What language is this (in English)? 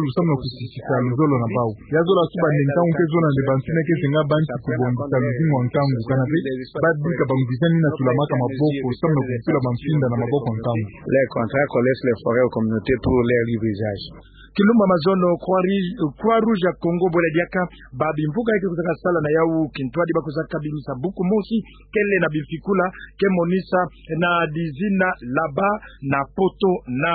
Kituba (Democratic Republic of Congo)